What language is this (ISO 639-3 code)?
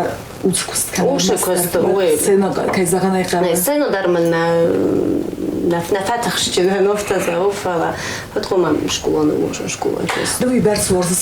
oss